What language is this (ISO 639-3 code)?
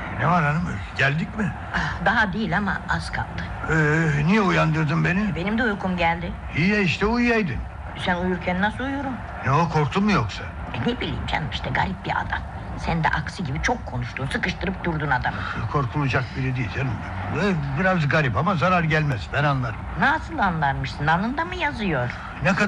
tur